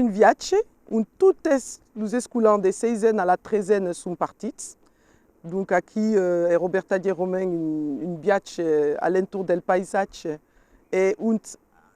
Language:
Occitan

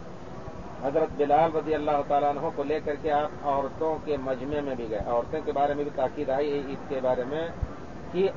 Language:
Urdu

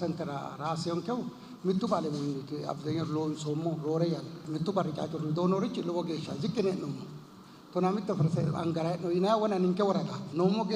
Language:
Sidamo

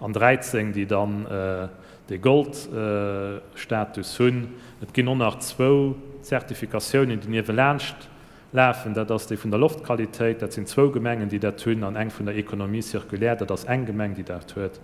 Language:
Luxembourgish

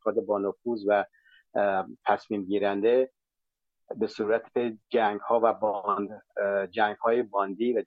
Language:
Persian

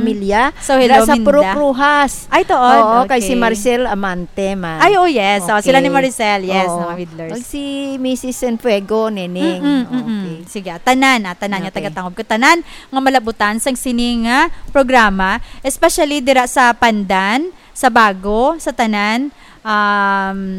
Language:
Hiligaynon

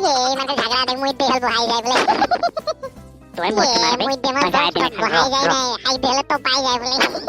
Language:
Sadri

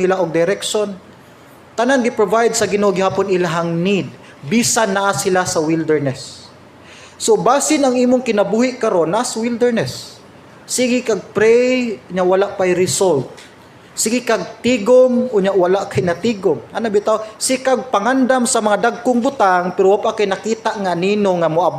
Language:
Cebuano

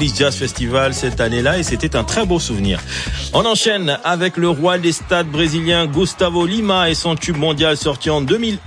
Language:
French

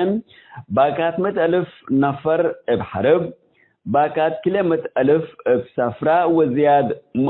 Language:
Tigre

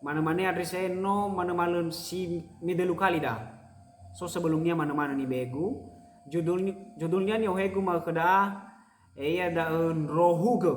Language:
Nias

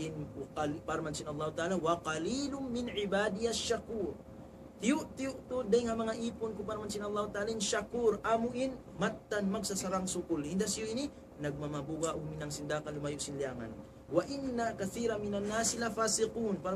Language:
Tausug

